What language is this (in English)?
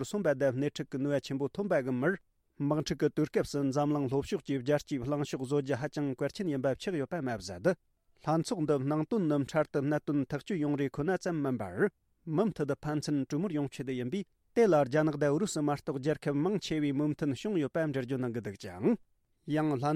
Tibetan